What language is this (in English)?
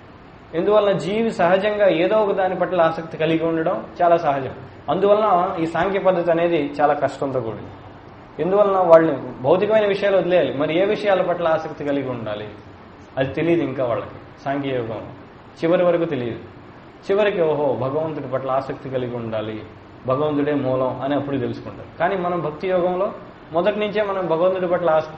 Telugu